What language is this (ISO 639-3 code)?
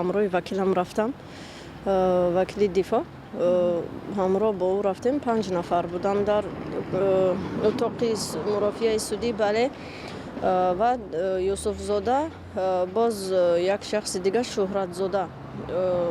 tgk